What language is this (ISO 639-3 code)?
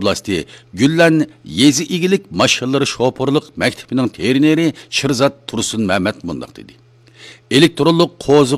uig